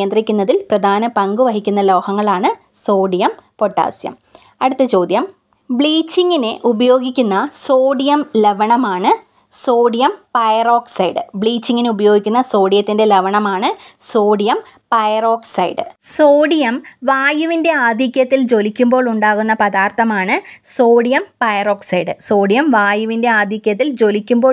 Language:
Malayalam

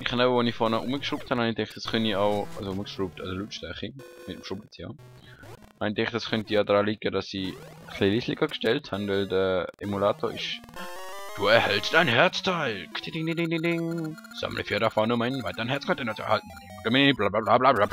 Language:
Swiss German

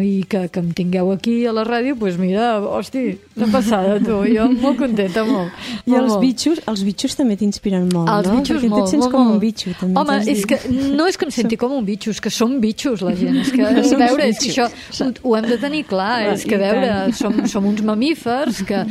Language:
Catalan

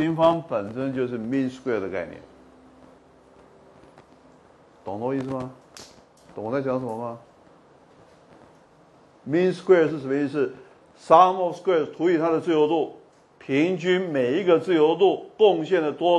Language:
Chinese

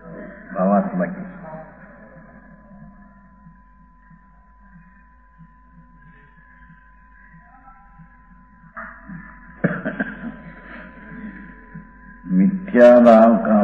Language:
Gujarati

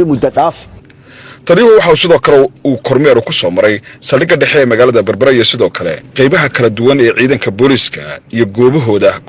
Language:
Somali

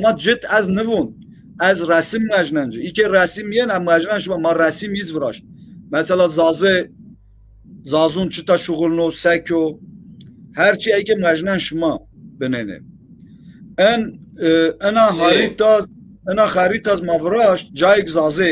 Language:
Zaza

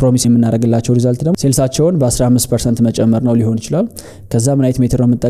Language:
Amharic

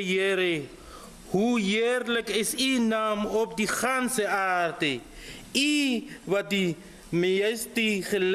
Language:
Afrikaans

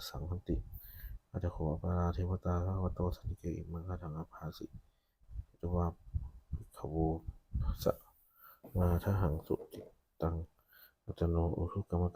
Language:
Pali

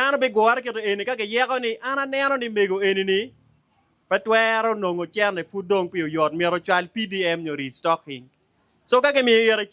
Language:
Acoli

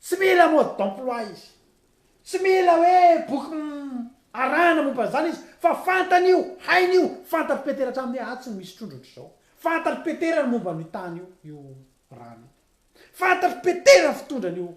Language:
Malagasy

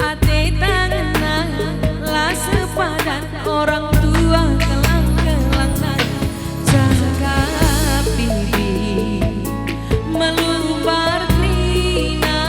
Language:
Batak Karo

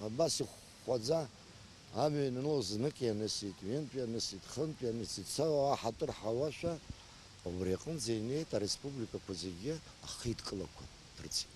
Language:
Abkhazian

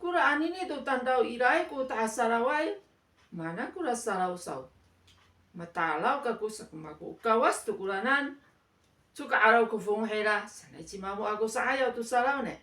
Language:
Amis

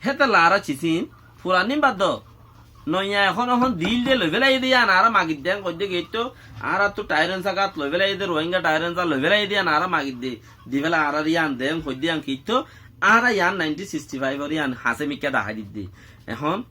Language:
Rohingya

